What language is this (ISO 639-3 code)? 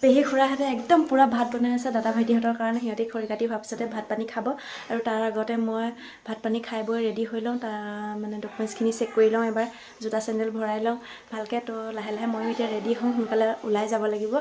asm